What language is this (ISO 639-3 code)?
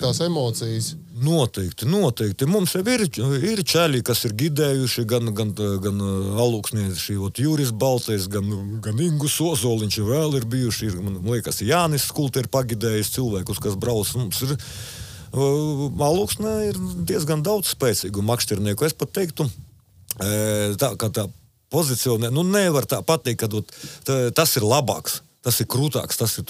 lav